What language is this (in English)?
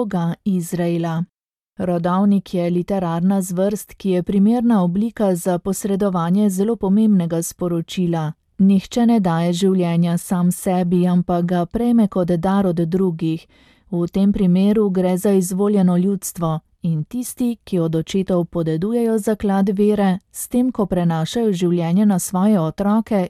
Slovenian